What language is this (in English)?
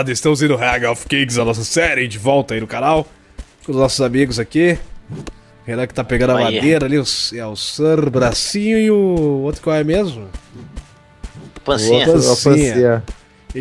Portuguese